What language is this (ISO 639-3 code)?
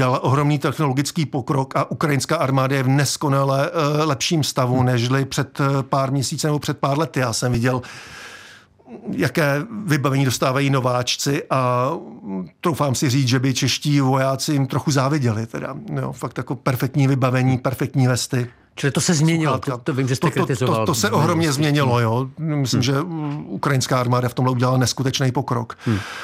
ces